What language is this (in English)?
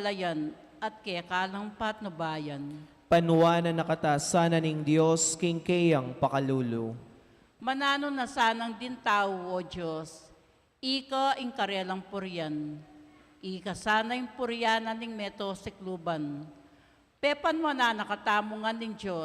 Pampanga